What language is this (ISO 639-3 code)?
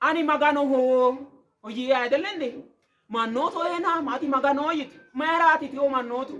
sid